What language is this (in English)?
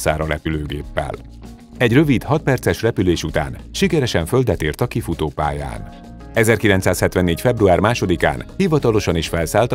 Hungarian